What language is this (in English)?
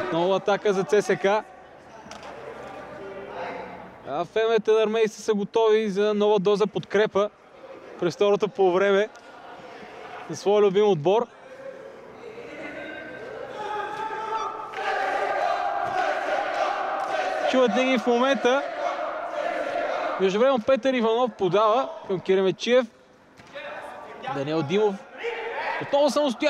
Bulgarian